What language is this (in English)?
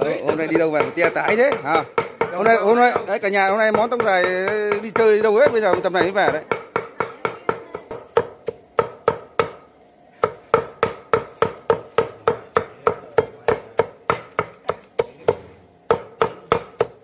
Vietnamese